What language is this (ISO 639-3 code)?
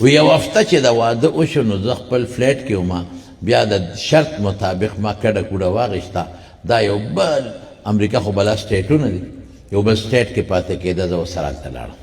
pus